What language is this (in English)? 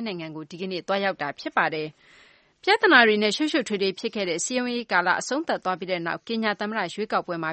Burmese